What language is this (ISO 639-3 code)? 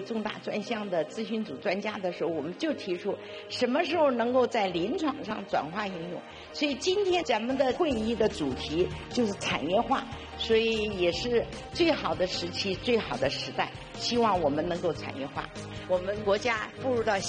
zho